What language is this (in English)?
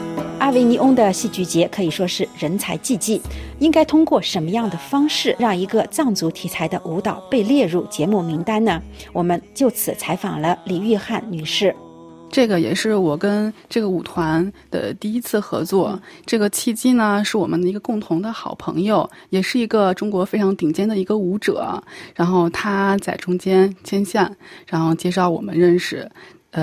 Chinese